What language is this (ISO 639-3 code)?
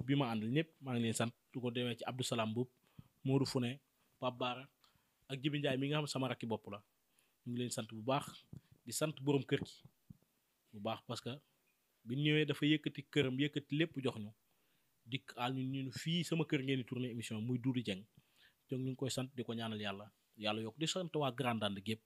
wol